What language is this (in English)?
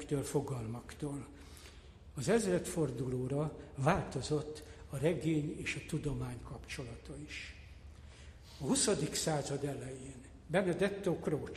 Hungarian